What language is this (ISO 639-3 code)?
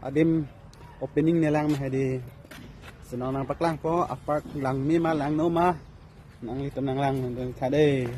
mjw